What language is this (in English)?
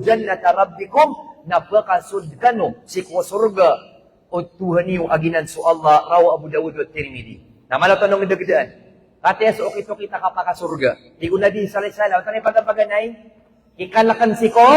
Maranao